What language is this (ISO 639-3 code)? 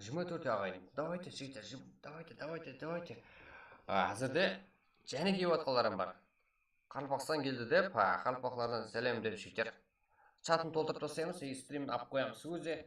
kaa